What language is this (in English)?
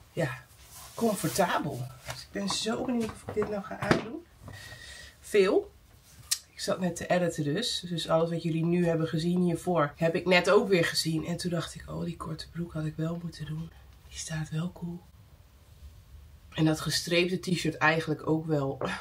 Dutch